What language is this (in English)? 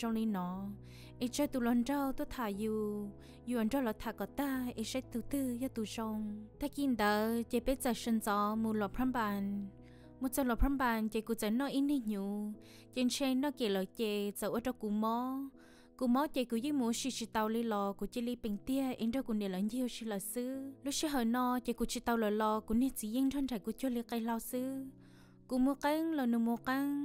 Hmong